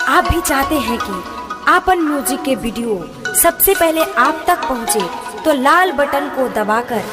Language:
Bhojpuri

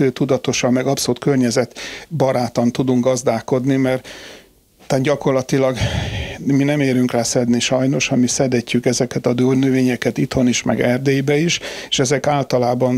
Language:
Hungarian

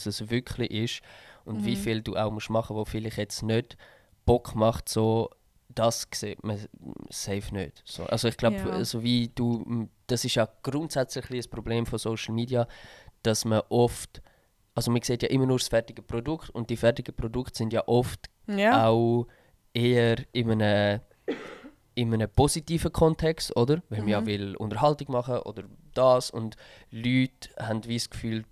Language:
Swiss German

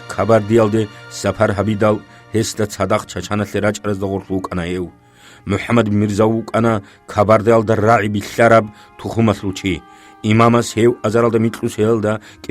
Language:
Avaric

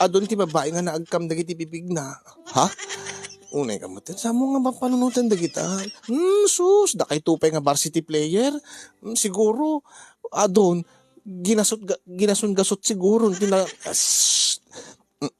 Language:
Iloko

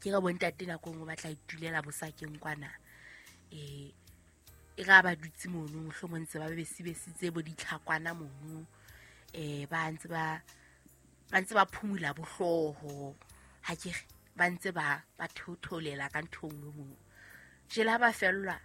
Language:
Southern Sotho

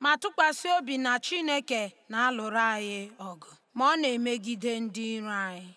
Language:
Igbo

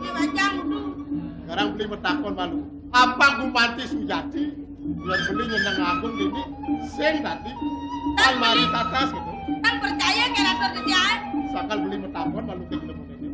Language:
Balinese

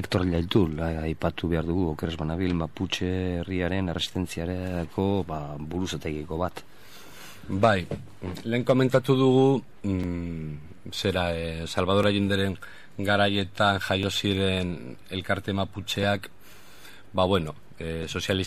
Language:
Basque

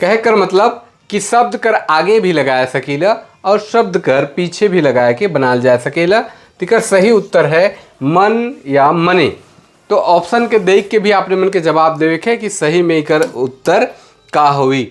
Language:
Sadri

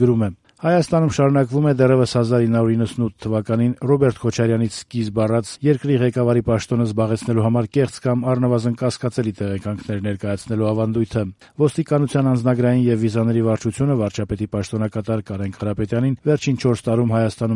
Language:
Armenian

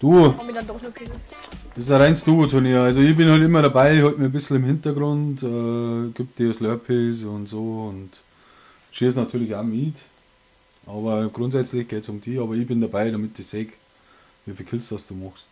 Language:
Bavarian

